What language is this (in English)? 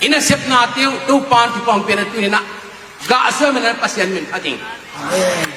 Tedim Chin